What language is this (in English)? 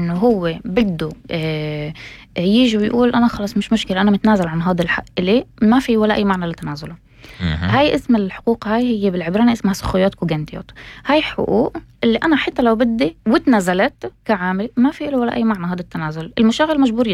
North Levantine Arabic